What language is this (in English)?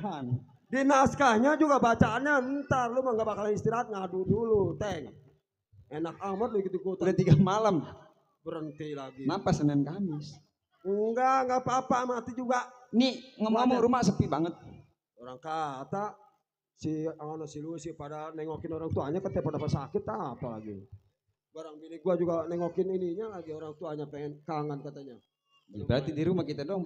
Betawi